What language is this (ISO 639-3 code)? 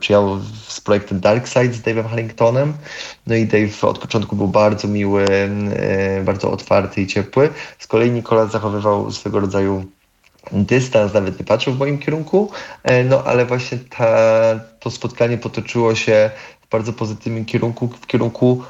pol